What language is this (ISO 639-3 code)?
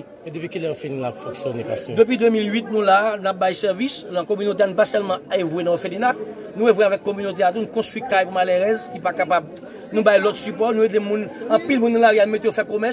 hat